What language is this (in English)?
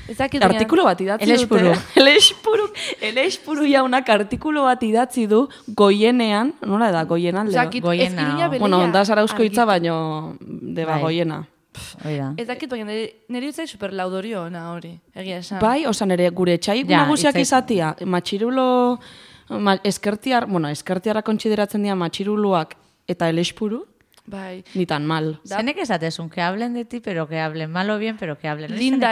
Basque